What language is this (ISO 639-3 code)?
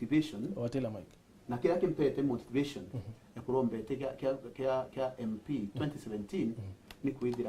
mer